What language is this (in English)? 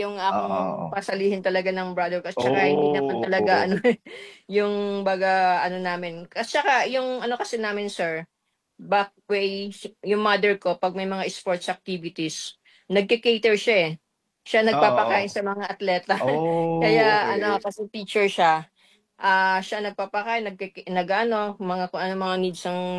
Filipino